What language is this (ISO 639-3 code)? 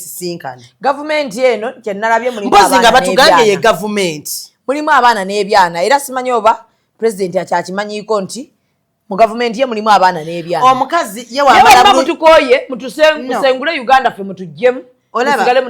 lug